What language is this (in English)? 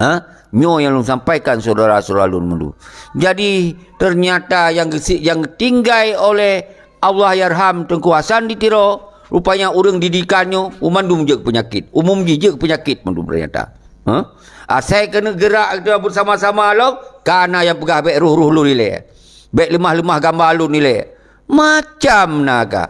Achinese